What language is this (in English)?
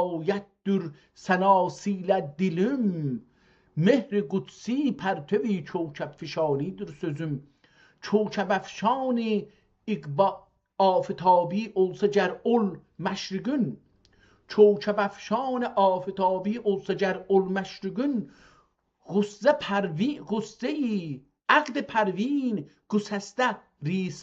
South Azerbaijani